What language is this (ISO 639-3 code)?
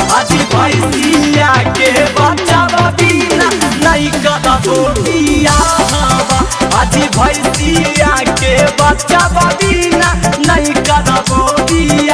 mag